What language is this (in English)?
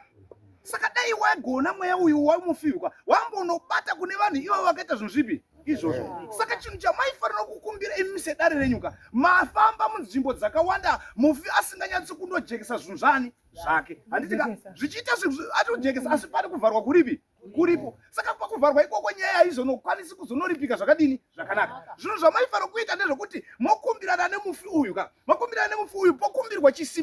Shona